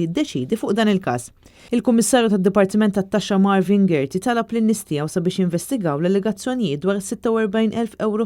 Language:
Maltese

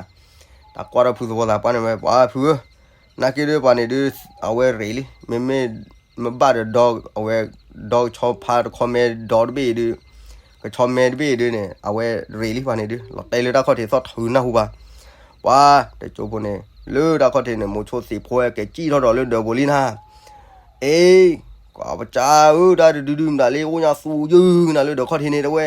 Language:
S'gaw Karen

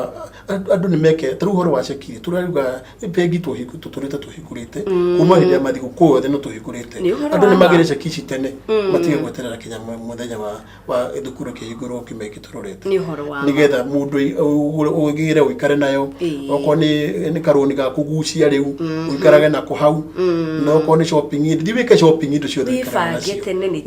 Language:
Kikuyu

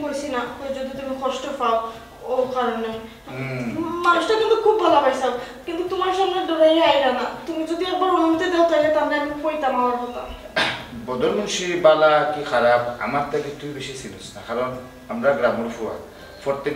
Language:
Sylheti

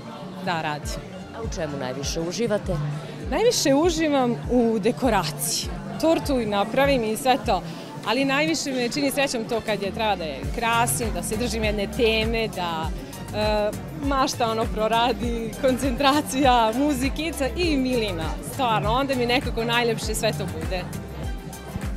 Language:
Serbian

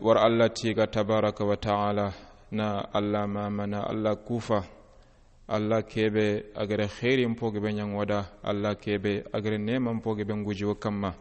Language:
Soninke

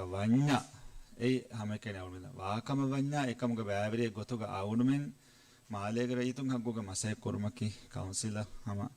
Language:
Divehi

